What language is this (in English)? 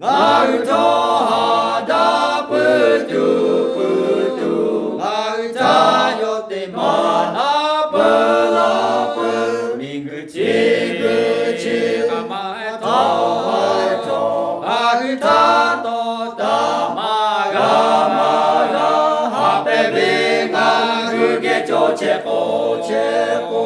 Lahu